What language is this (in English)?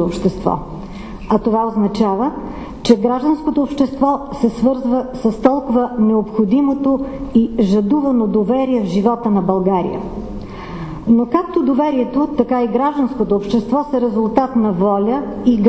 Bulgarian